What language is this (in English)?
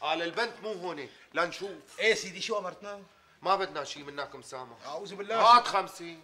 North Levantine Arabic